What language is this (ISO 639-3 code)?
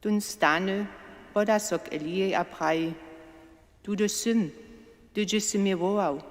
hsb